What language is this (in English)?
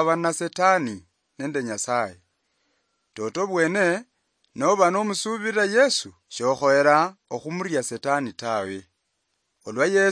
Luyia